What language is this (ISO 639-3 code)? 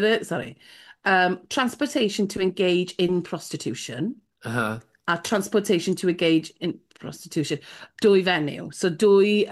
cym